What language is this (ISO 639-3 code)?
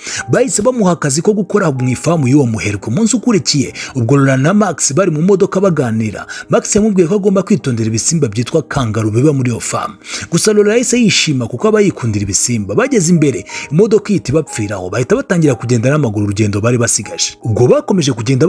kin